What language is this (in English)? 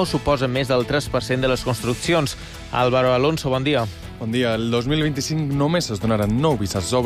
Catalan